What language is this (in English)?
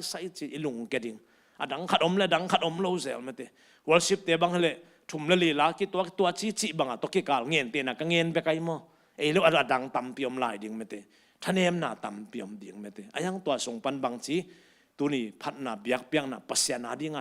Tedim Chin